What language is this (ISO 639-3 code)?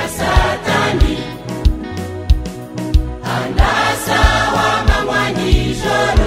kin